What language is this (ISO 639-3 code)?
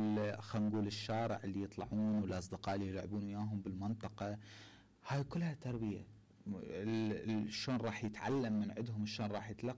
acm